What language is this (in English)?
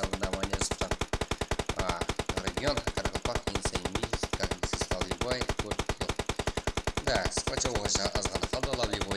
Kara-Kalpak